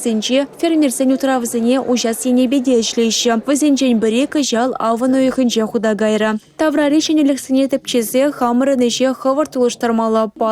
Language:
Chuvash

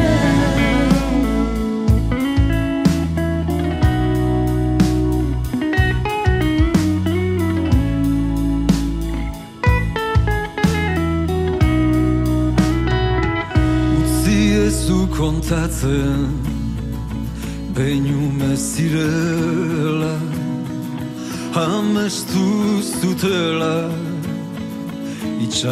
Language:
Basque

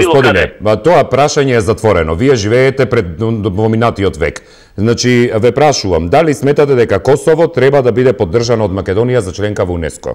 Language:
Macedonian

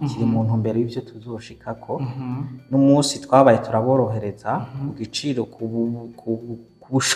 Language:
Rundi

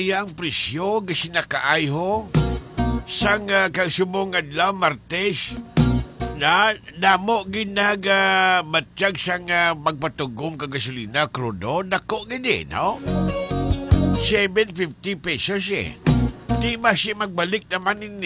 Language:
Hiligaynon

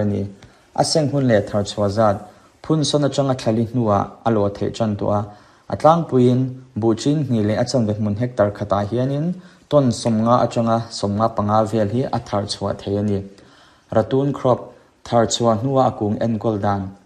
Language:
Mizo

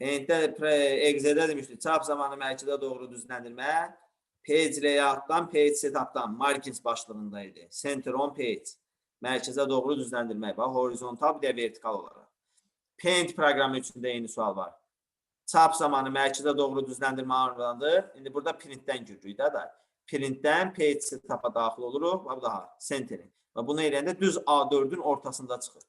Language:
Azerbaijani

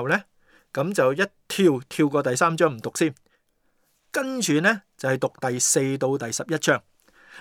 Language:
Cantonese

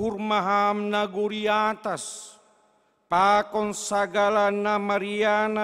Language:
Batak Simalungun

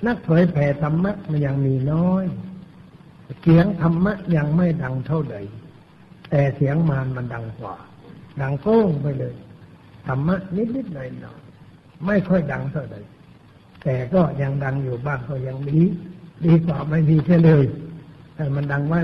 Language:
Thai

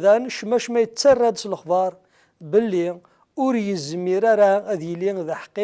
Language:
Kabyle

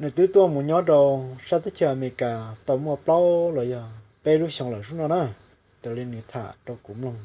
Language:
Hmong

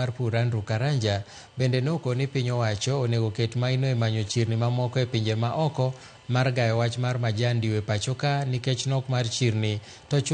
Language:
Luo (Kenya and Tanzania)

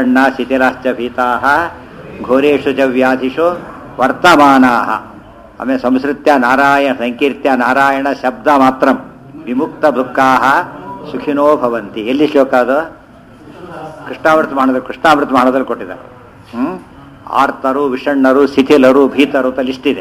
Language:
Kannada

